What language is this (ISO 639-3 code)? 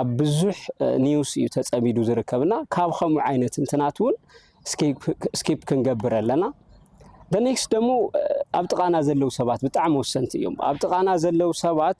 tir